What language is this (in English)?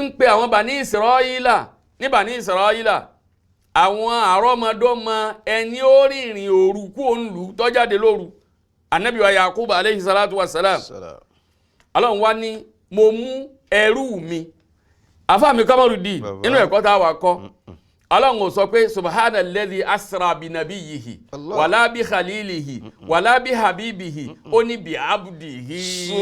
Yoruba